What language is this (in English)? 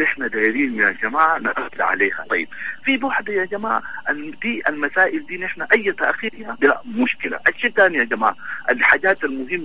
Sudanese Arabic